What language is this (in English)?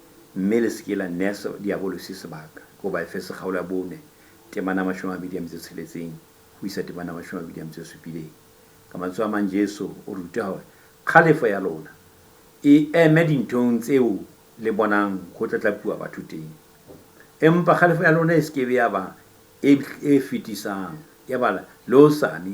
Southern Sotho